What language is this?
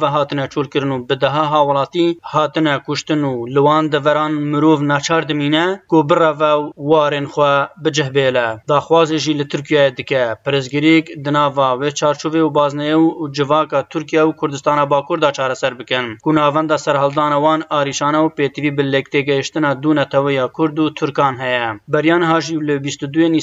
Kurdish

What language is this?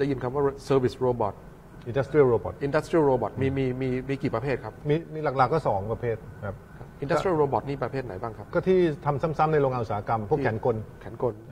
Thai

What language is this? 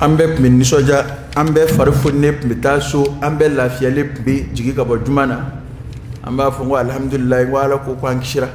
Dyula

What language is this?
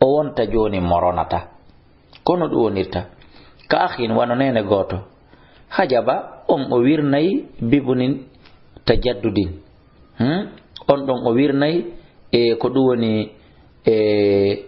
Fula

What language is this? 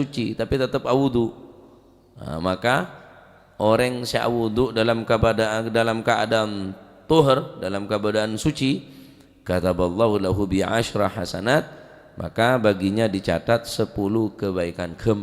Madurese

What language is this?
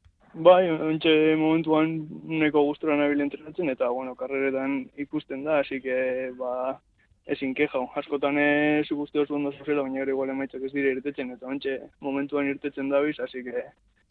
Basque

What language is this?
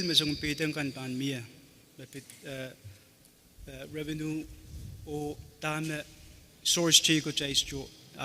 Pohnpeian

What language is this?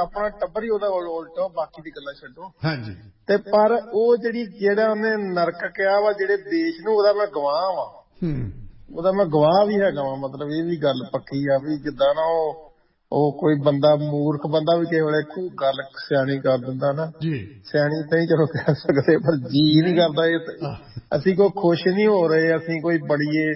Punjabi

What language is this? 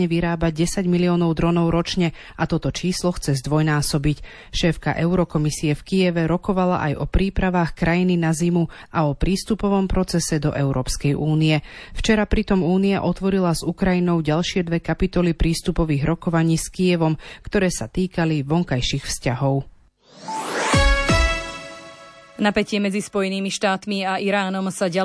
Slovak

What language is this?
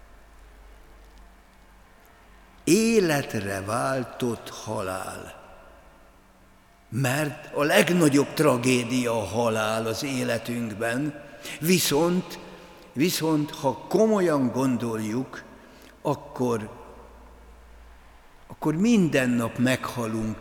Hungarian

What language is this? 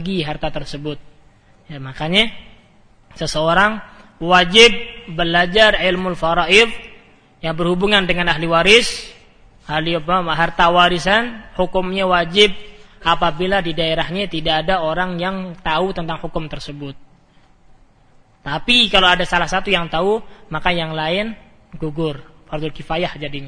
Indonesian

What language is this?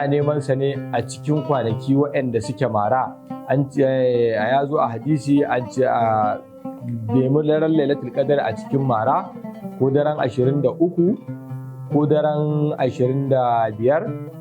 Hausa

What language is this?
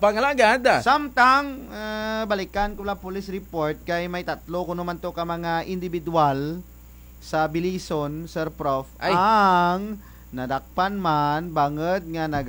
Kinaray-a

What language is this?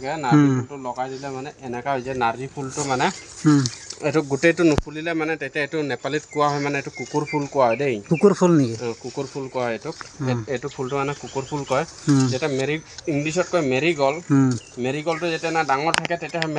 Assamese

